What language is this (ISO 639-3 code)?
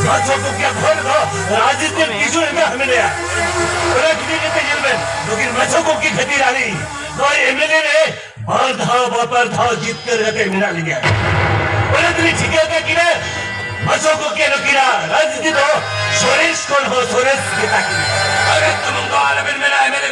sat